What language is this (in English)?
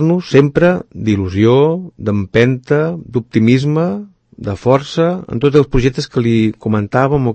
Catalan